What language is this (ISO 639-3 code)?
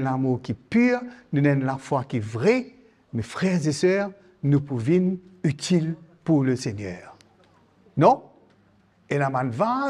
mfe